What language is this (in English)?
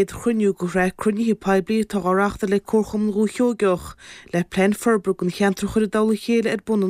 Irish